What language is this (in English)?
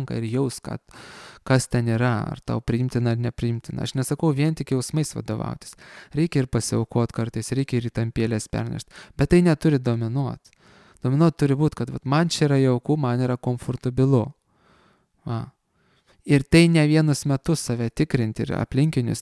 Lithuanian